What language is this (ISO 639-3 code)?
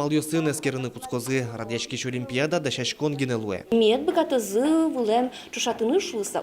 udm